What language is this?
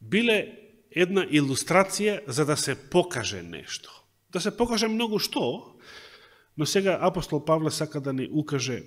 Macedonian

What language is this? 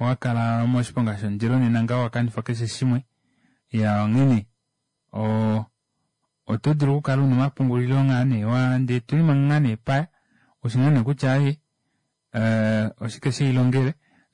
Kuanyama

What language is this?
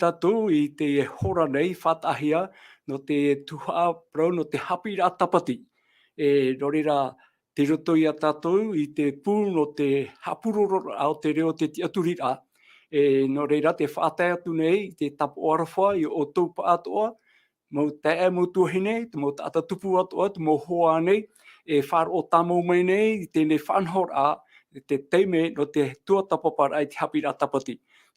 Tahitian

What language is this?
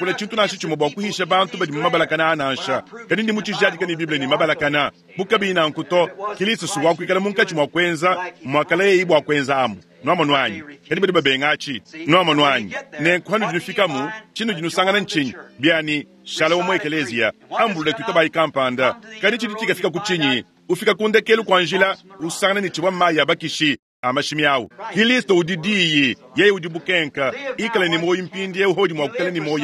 Luba-Lulua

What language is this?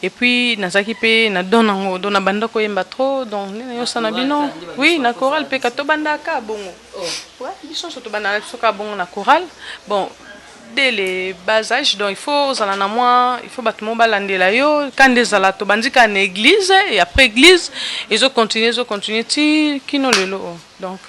Lingala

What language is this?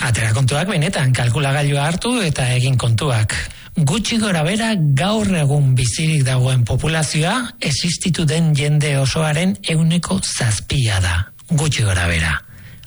Basque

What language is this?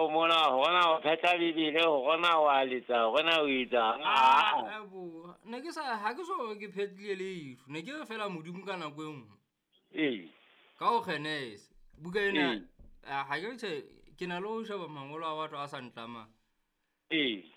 Southern Sotho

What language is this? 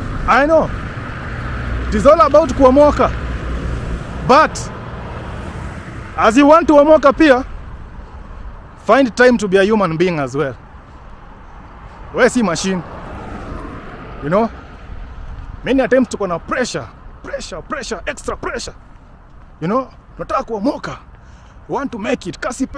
Swahili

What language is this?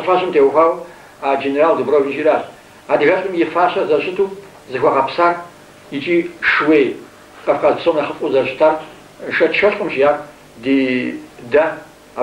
Kabardian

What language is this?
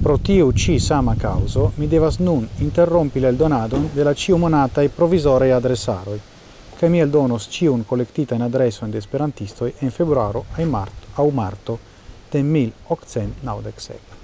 Esperanto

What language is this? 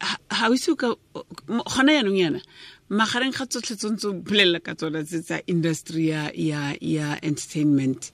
Tswana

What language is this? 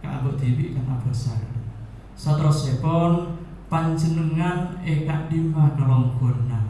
Madurese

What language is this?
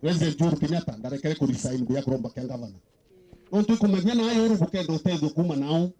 Meru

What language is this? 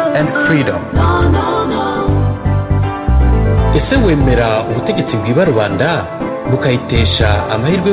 Kinyarwanda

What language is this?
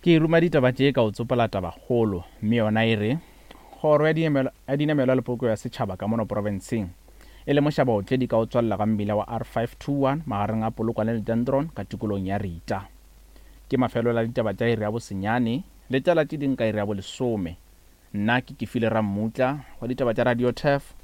Northern Sotho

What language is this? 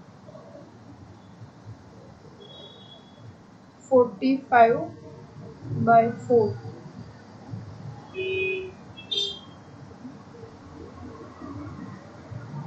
Hindi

